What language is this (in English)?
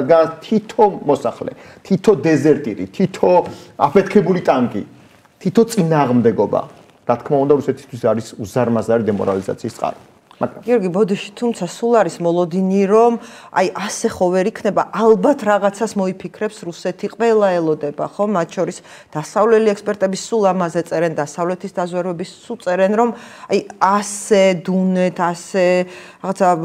Georgian